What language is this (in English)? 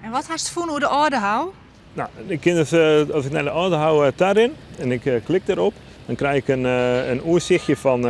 Western Frisian